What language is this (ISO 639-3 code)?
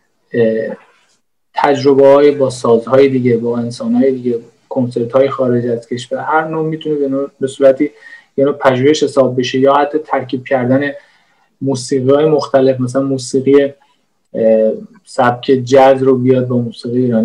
fas